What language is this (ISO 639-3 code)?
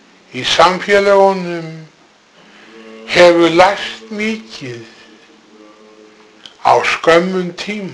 isl